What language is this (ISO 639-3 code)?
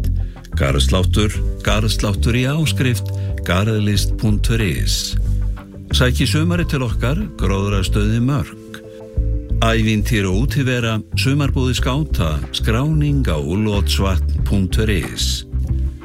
isl